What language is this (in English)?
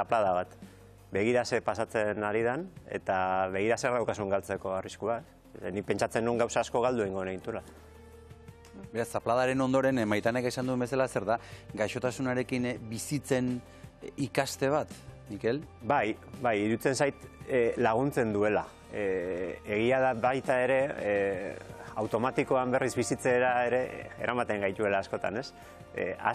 Basque